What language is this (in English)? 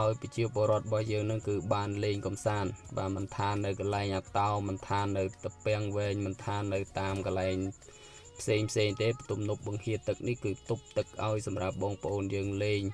Khmer